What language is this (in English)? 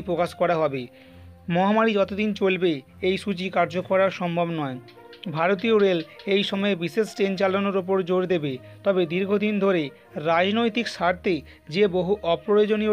Bangla